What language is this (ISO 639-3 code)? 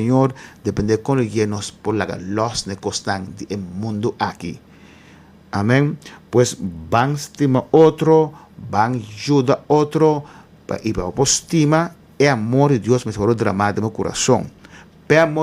pap